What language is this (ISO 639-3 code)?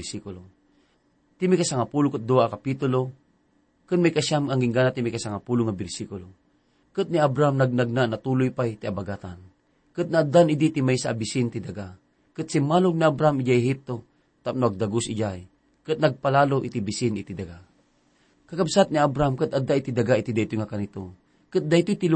ilo